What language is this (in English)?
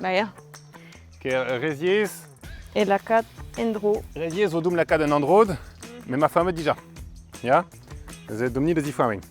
Breton